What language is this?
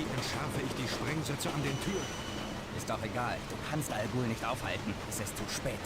Bavarian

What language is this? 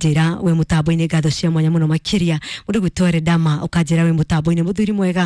Kikuyu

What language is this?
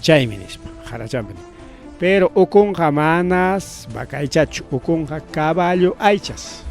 Ayacucho Quechua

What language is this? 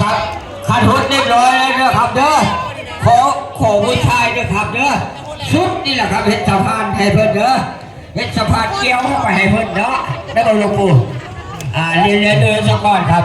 Northeastern Thai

